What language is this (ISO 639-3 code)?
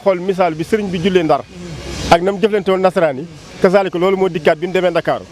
wol